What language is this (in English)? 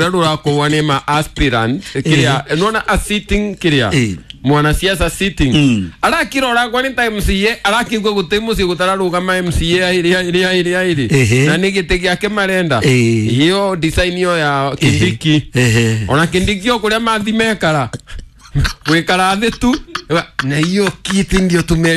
Kikuyu